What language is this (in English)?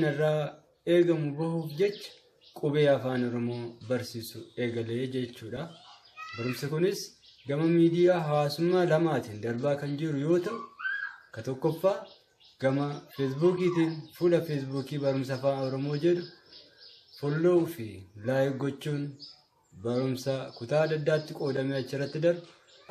Oromo